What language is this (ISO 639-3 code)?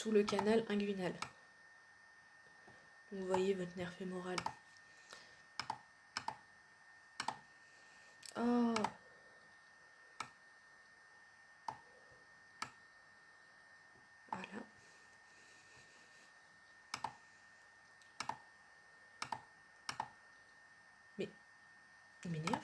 fra